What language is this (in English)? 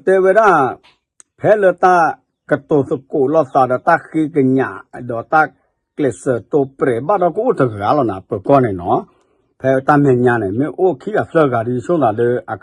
S'gaw Karen